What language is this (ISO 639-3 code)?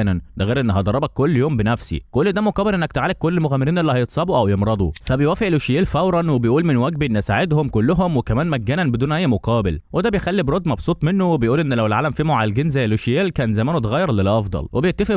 arz